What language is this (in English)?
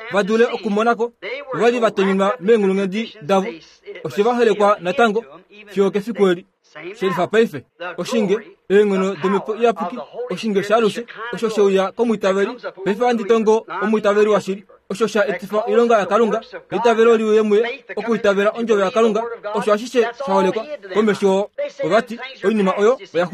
Kuanyama